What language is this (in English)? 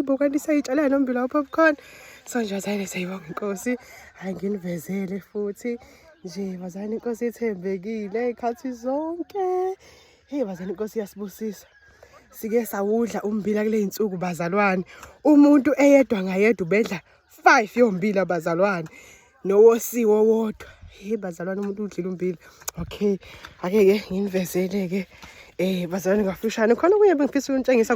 Zulu